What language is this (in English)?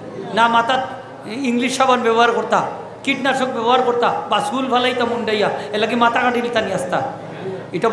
Sylheti